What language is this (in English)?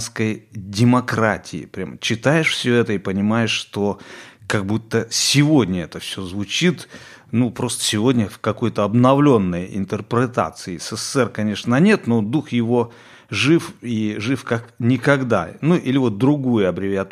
Russian